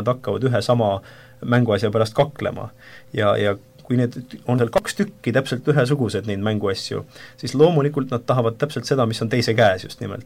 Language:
Estonian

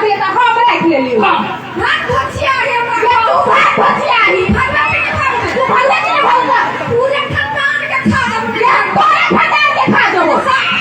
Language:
Maithili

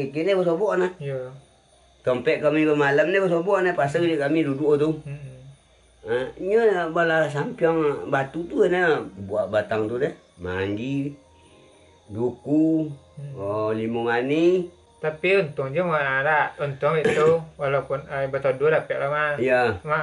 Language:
Minangkabau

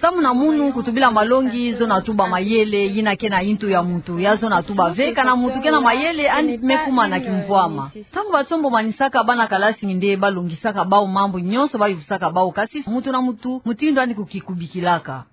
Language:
Kituba (Democratic Republic of Congo)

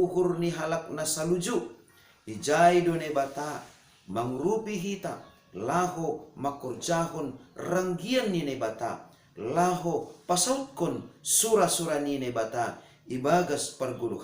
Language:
Batak Simalungun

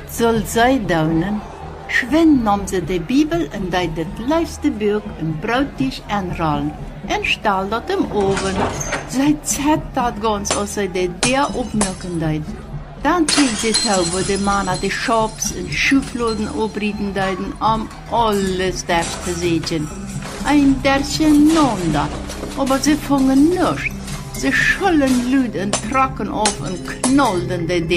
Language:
Plautdietsch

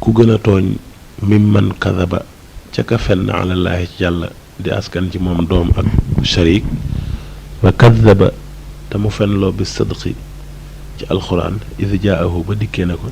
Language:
Wolof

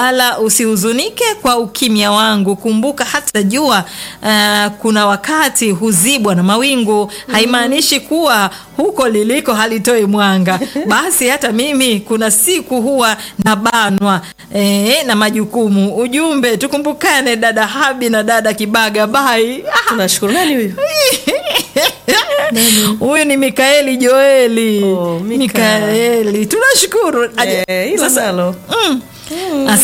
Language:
Swahili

